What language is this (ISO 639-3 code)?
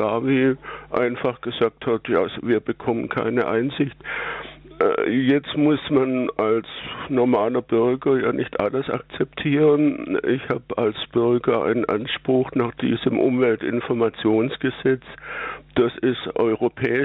deu